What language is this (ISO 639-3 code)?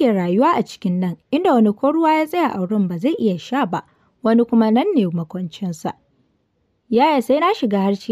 hau